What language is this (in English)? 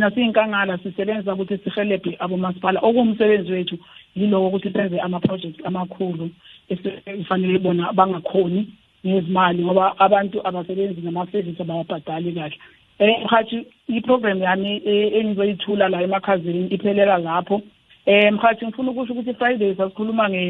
South Ndebele